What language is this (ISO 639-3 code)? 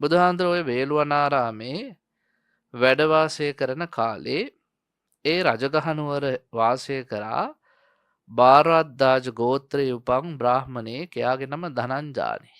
sin